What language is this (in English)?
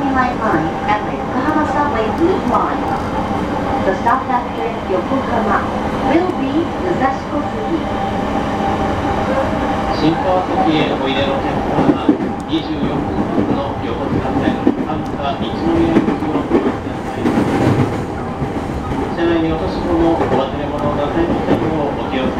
Japanese